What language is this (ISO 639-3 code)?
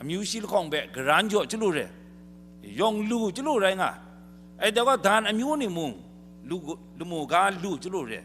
kac